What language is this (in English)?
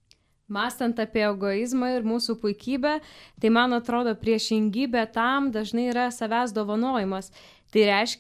Lithuanian